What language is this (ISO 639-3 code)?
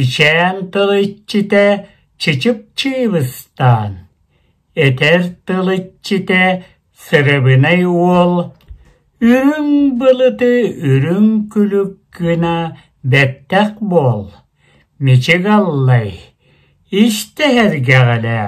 sah